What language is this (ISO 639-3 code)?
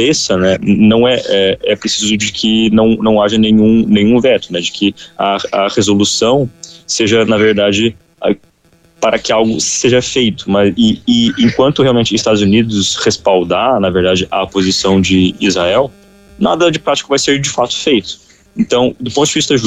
por